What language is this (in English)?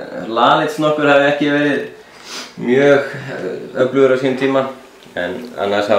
Icelandic